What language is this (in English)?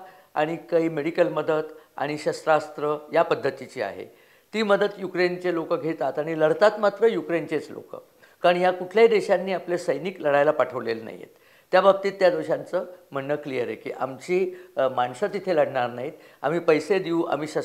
Marathi